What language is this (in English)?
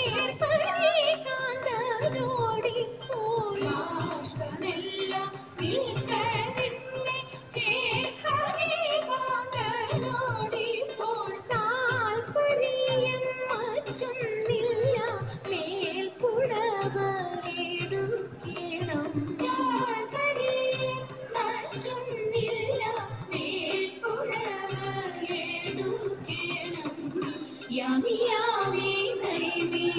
Malayalam